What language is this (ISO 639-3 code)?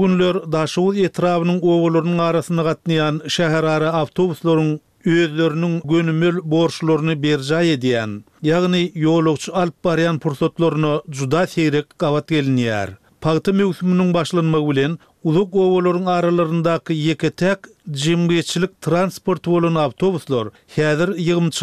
tuk